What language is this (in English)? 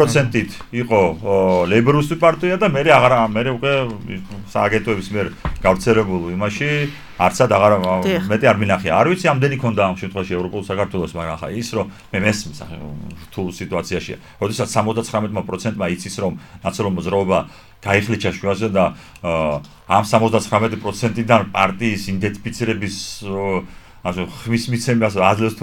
Georgian